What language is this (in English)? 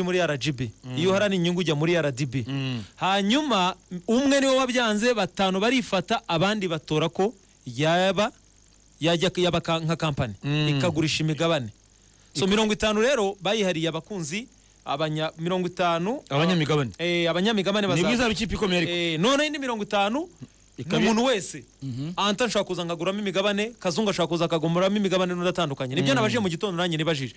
Kinyarwanda